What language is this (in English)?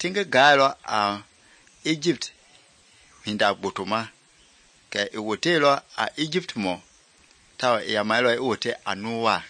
Mende